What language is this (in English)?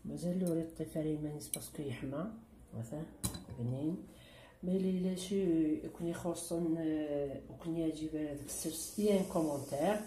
Kabyle